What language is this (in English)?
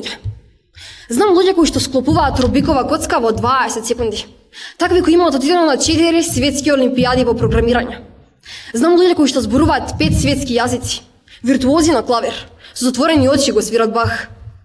Macedonian